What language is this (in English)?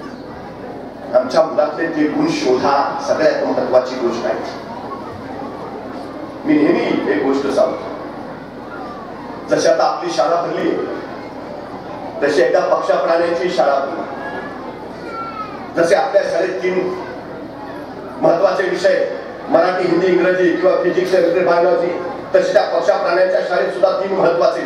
Marathi